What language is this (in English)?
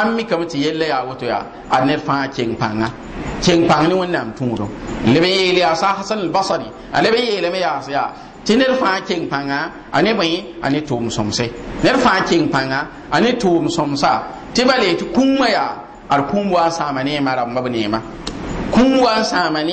Mossi